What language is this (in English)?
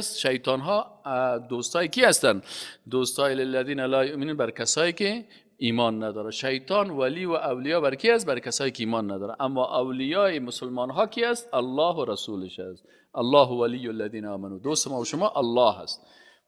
Persian